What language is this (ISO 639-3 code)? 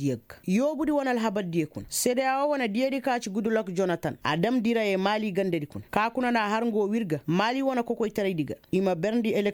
ses